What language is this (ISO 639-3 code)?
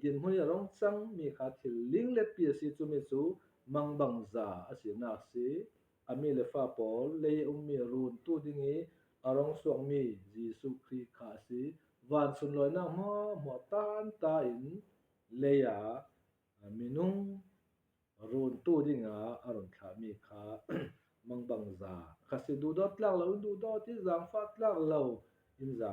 cfm